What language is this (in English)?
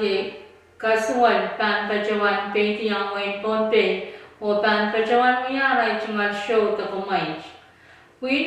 Pohnpeian